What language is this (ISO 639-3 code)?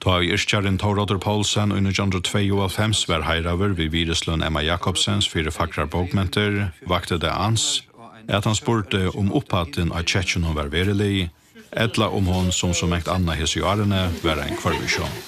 fao